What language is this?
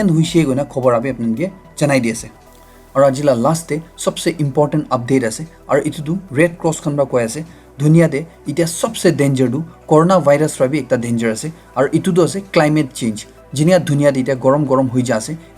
Naga Pidgin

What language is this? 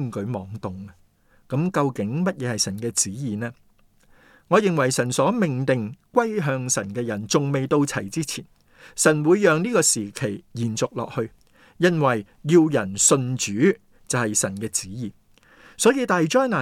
Cantonese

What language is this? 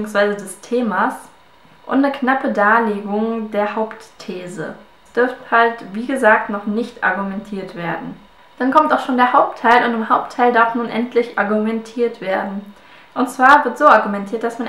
German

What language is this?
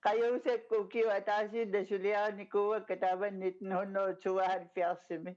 Kalaallisut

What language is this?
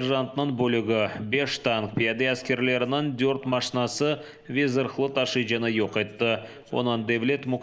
Crimean Tatar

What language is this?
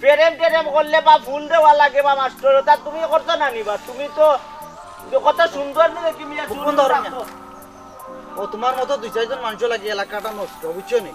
Sylheti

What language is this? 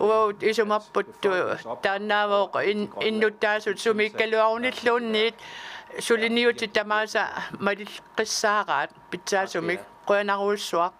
Kalaallisut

